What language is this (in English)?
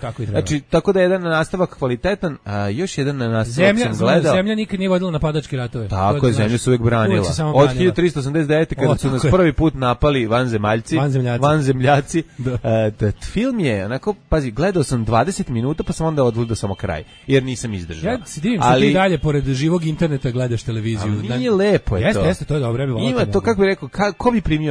Serbian